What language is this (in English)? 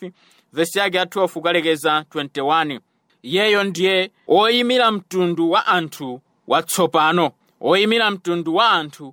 Nyanja